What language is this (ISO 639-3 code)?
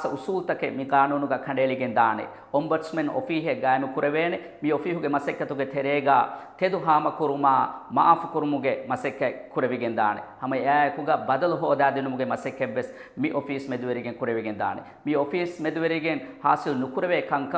div